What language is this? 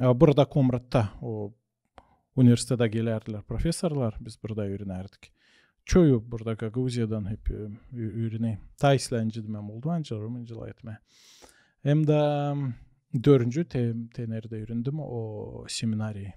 Gagauz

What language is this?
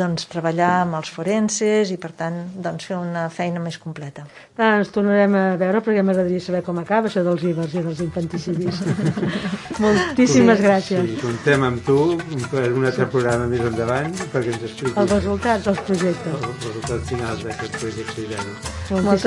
Catalan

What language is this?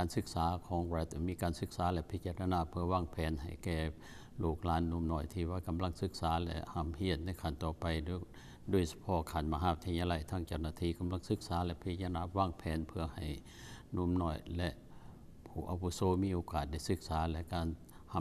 Lao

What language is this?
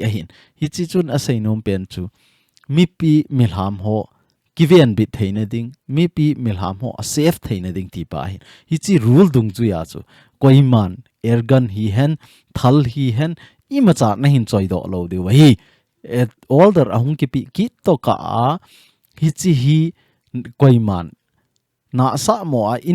Thado Chin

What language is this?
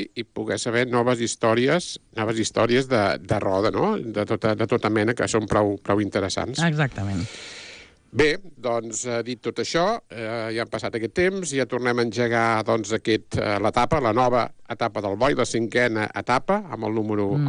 Catalan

